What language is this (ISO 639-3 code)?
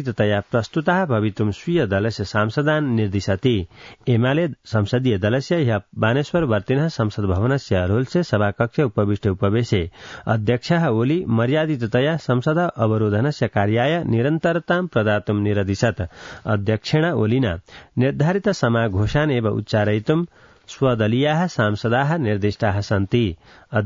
san